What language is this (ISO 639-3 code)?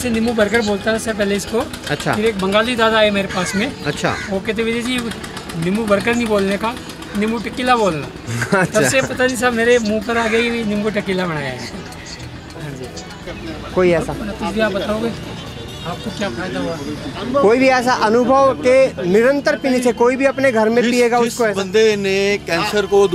hin